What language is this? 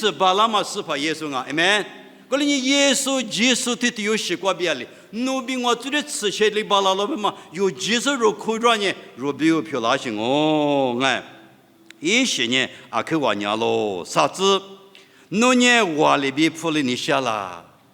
Lisu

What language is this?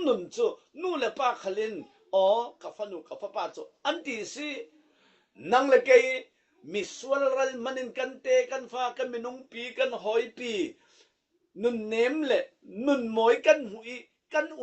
Falam Chin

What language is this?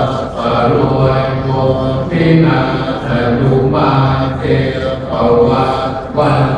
Pali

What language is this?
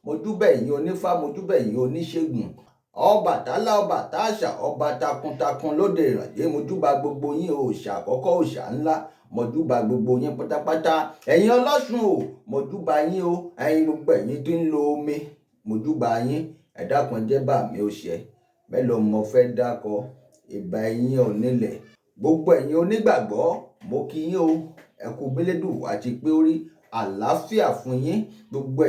Yoruba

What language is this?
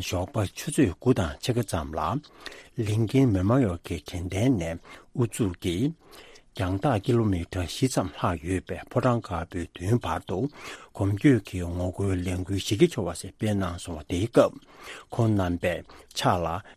Tibetan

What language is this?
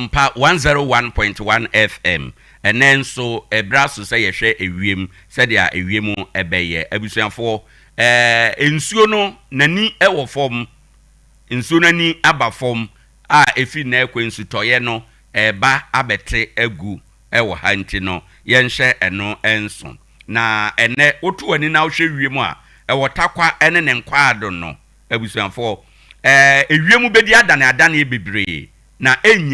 Akan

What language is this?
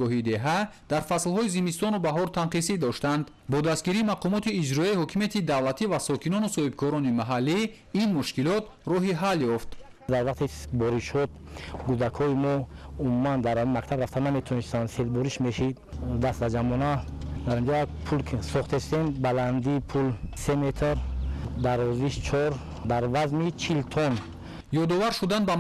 Tajik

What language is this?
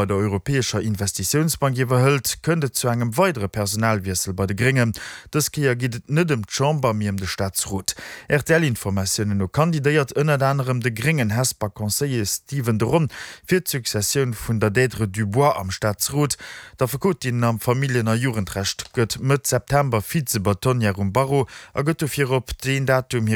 Luxembourgish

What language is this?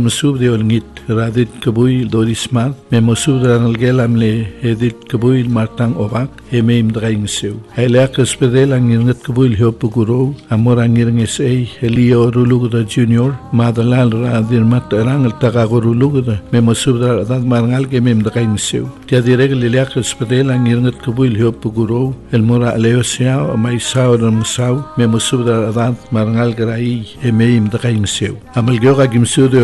Palauan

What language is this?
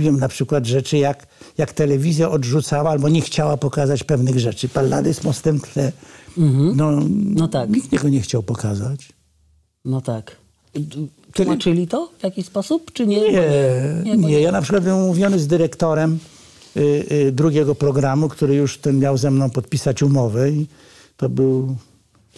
Polish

